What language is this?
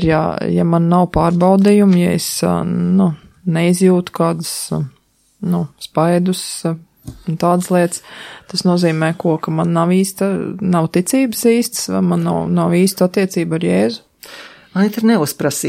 Latvian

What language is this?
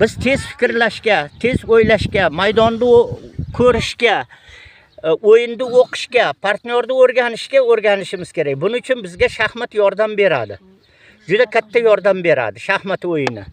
Uzbek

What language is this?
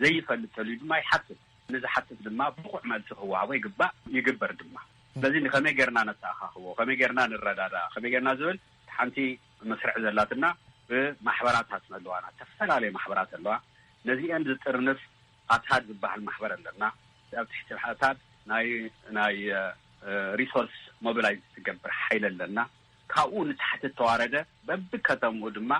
Tigrinya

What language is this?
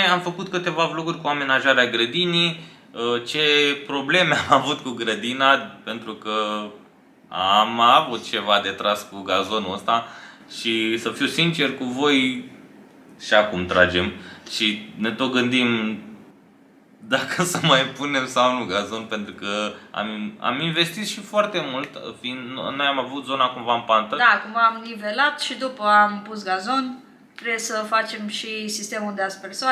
Romanian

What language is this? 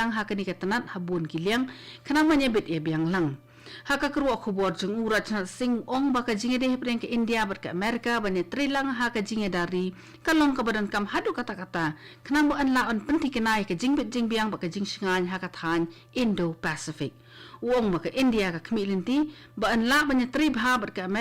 Khasi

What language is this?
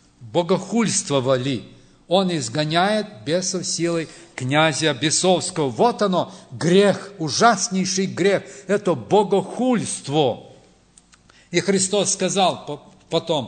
Russian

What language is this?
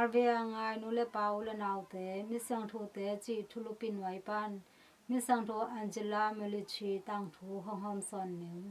Tedim Chin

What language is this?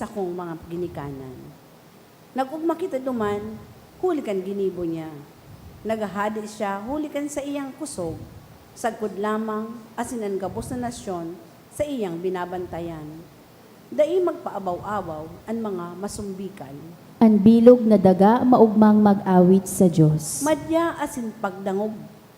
Bikol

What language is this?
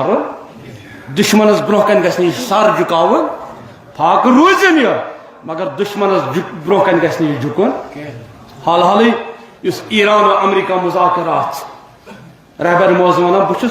Kashmiri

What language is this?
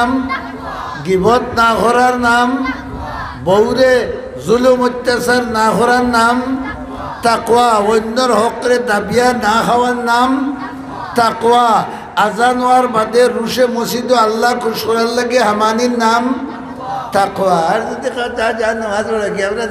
Sylheti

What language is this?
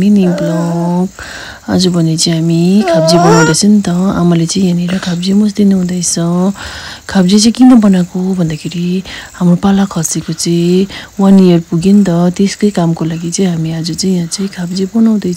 Nepali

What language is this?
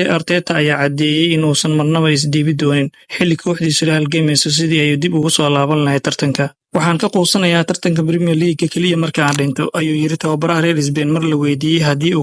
Somali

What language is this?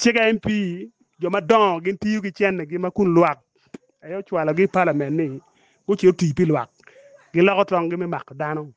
Acoli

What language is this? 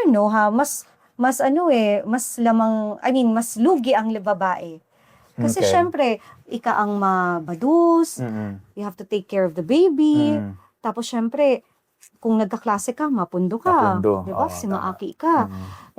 Bikol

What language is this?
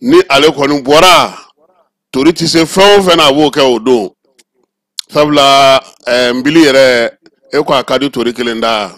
Bambara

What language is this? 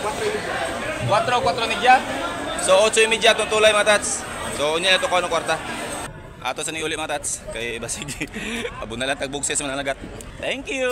Cebuano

